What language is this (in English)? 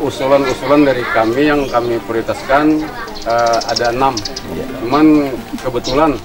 Banjar